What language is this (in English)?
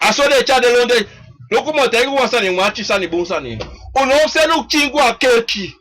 Sranan Tongo